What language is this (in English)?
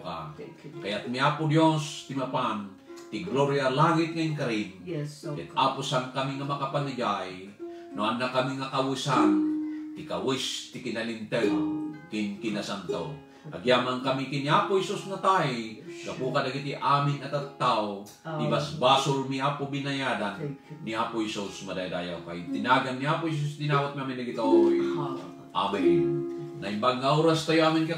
Iloko